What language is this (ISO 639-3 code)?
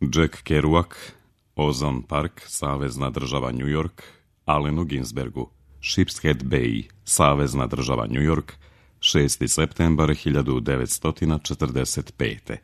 srp